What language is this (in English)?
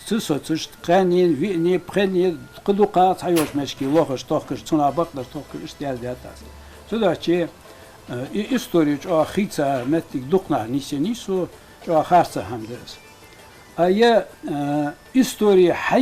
Ingush